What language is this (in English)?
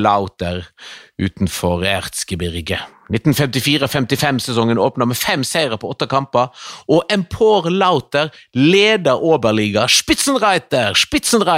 Norwegian